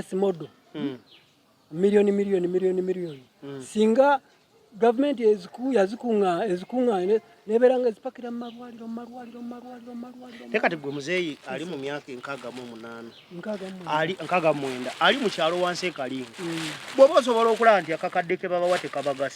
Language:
Ganda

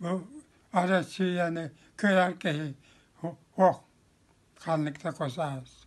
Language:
Yakut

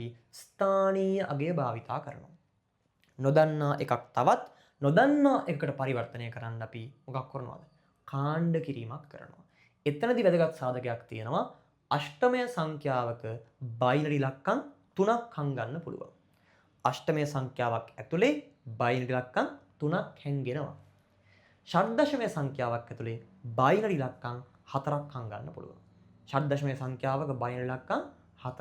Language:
Sinhala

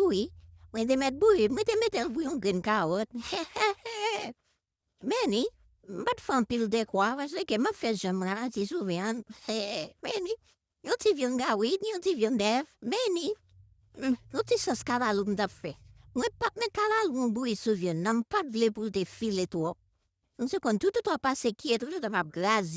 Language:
Haitian Creole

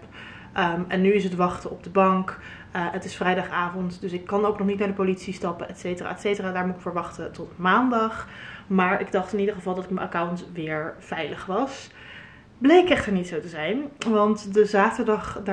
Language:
Dutch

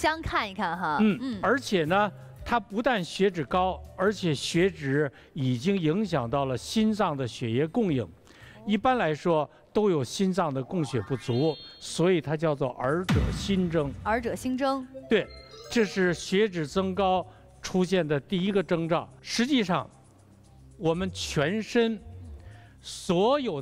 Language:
Chinese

